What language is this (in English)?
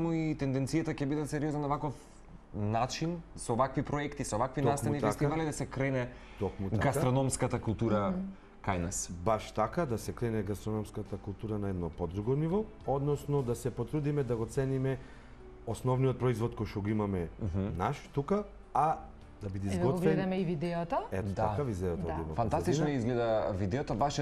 Macedonian